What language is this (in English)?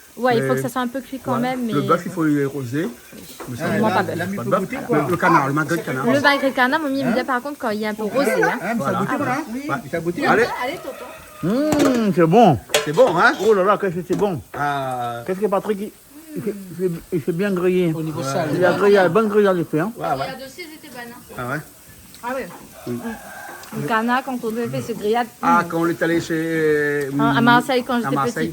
Réunion Creole French